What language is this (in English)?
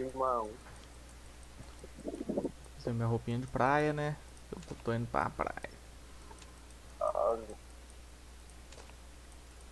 Portuguese